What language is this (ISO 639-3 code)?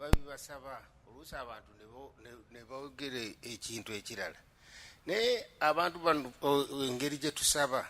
lug